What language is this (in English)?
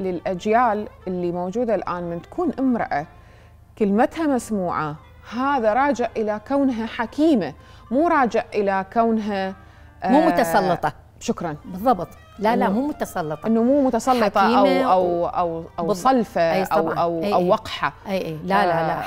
Mesopotamian Arabic